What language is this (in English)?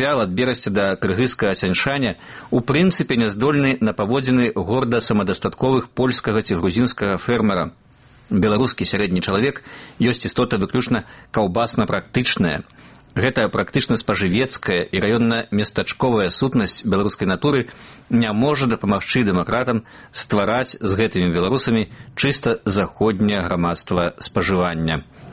Belarusian